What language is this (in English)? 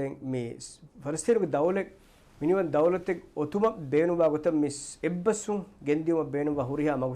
Divehi